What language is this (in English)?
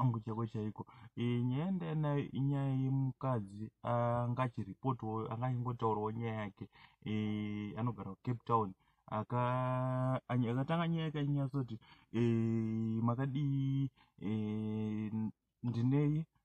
Shona